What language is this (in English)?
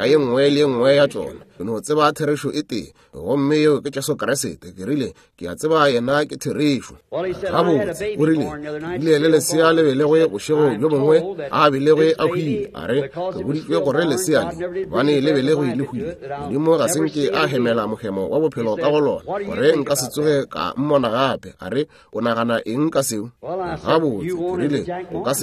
Northern Sotho